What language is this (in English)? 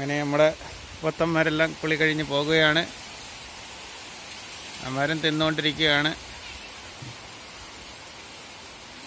Malayalam